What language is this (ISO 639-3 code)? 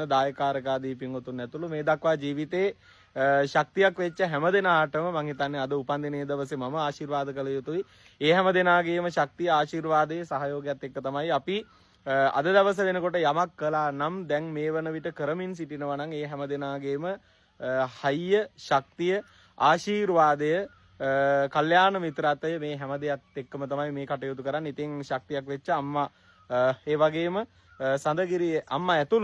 sin